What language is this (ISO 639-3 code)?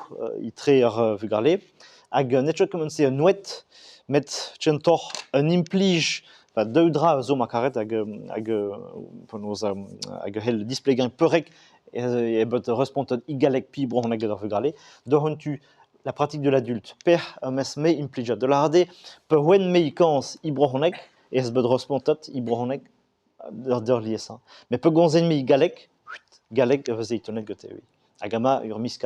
bre